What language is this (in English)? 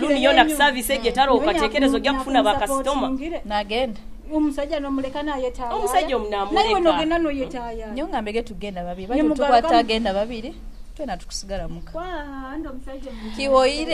Nyoro